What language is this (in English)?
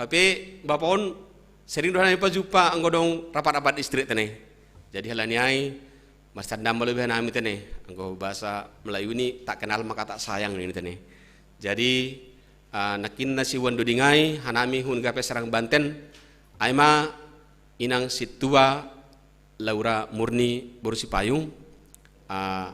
Batak Simalungun